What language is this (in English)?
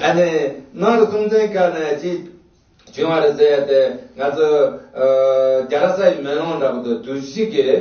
Tibetan